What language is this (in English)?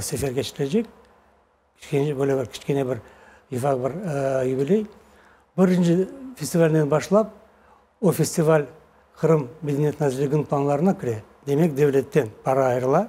Crimean Tatar